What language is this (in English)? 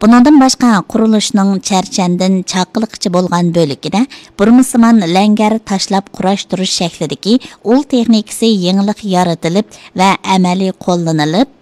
Uyghur